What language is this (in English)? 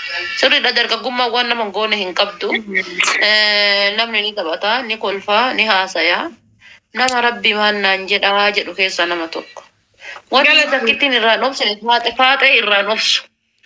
Oromo